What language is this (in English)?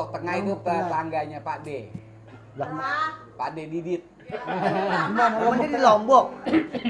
Betawi